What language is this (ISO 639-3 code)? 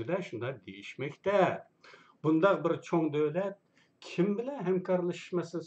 uig